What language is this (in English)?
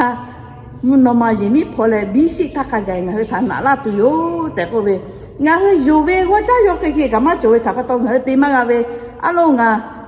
Lahu